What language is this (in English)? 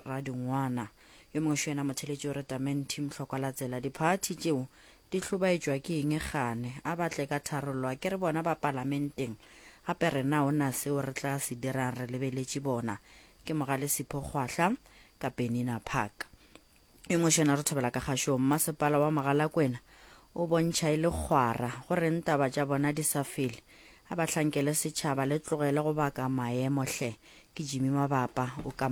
Northern Sotho